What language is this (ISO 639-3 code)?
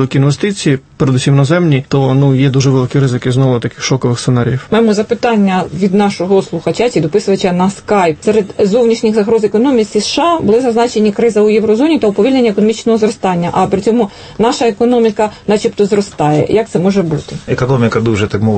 ukr